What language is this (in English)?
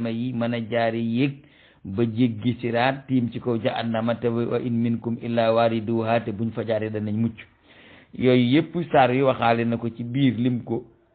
Wolof